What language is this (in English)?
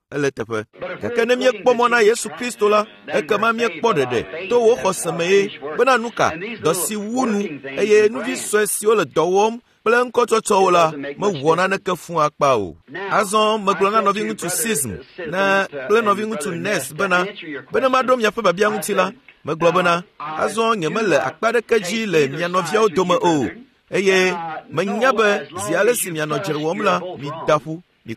Ewe